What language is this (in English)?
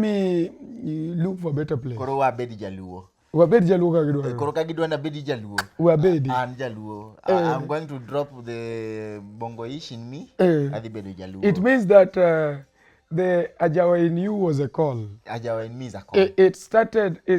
Luo (Kenya and Tanzania)